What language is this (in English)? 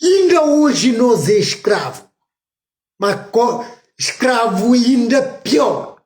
Kabuverdianu